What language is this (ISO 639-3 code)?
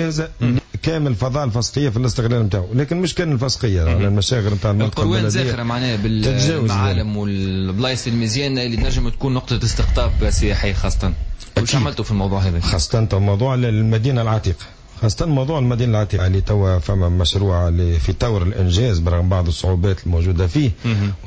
aeb